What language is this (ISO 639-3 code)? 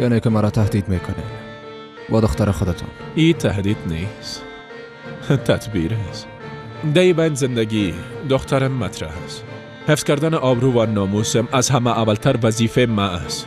fas